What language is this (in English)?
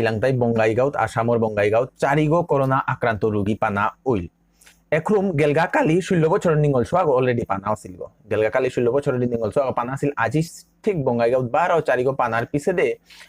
Bishnupriya